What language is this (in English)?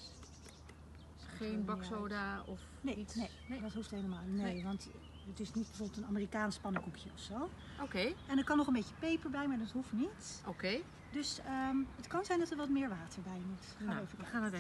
Dutch